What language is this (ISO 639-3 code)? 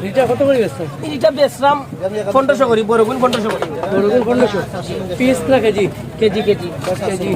syl